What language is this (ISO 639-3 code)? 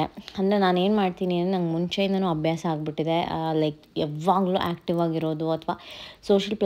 kan